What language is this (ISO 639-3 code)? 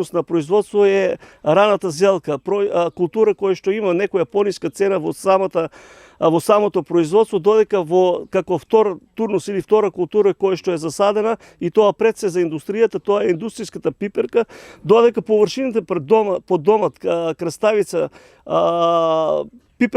mkd